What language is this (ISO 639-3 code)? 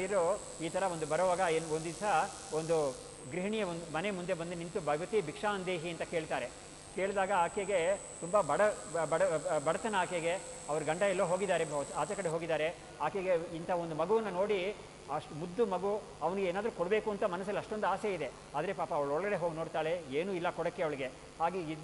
kan